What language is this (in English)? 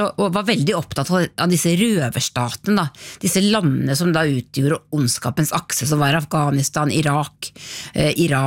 Norwegian